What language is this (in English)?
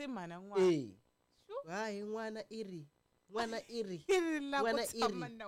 Tsonga